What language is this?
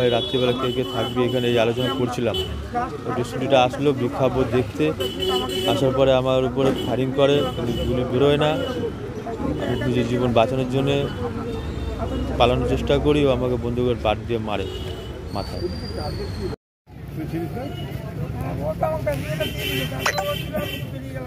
Bangla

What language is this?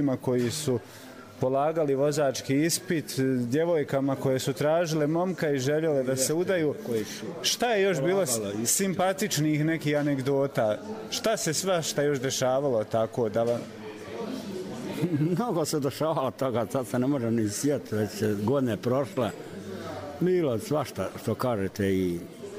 Bosnian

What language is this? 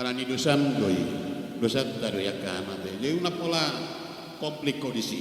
Batak Toba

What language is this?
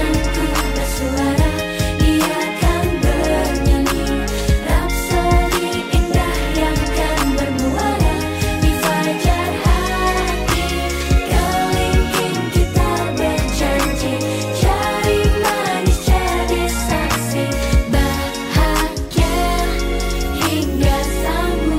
Indonesian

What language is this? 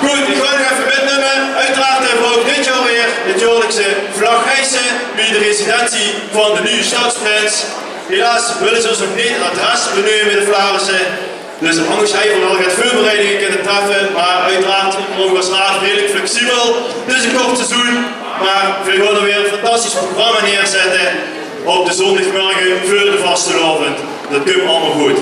Limburgish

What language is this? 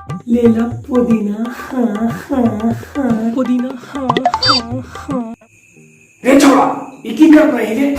Magahi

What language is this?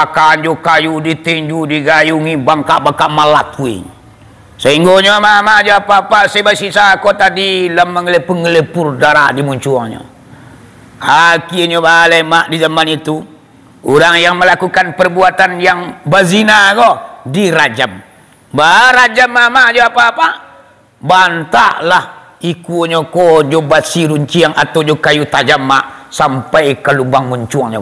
Minangkabau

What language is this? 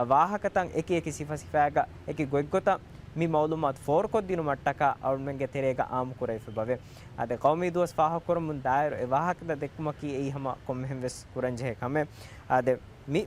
Divehi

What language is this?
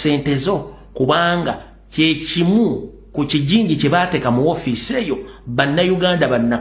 Ganda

